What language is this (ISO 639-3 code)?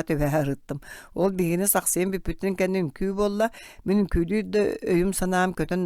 sah